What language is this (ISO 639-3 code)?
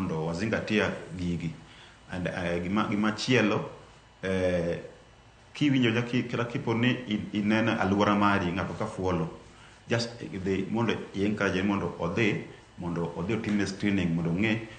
luo